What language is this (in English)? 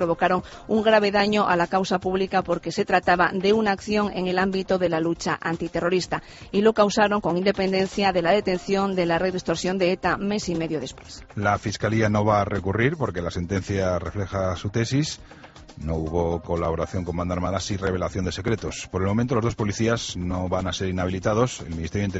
Spanish